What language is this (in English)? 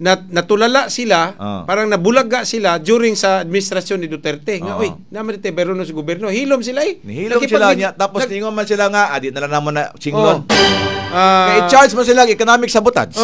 Cebuano